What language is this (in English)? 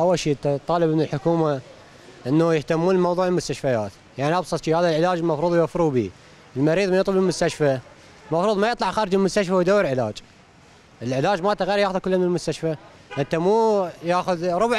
Mesopotamian Arabic